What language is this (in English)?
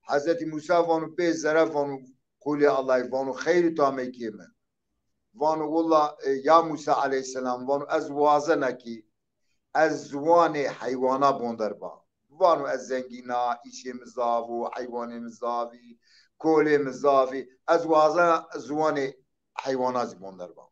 Zaza